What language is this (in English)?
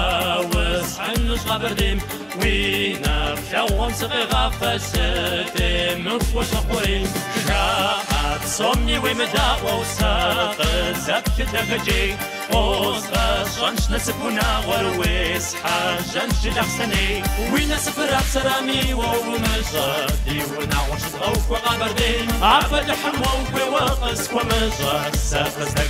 Kabardian